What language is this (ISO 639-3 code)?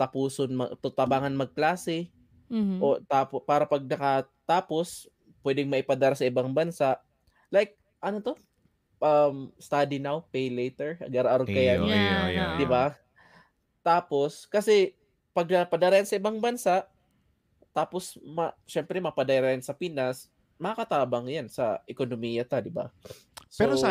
bik